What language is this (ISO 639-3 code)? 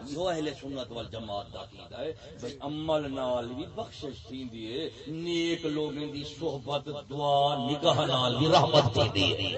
skr